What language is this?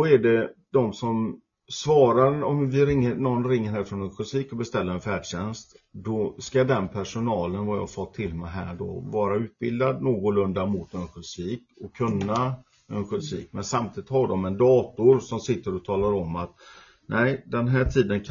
Swedish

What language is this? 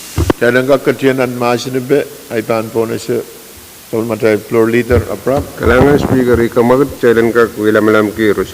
Pohnpeian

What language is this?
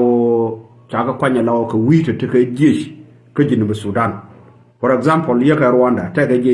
Nuer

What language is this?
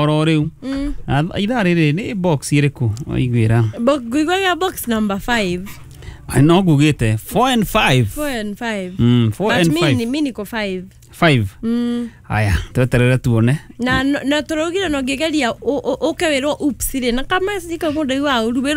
Kikuyu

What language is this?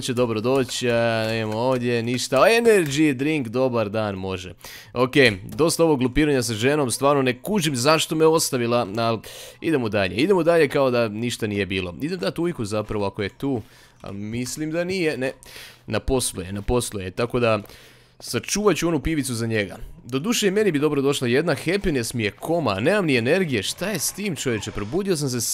Croatian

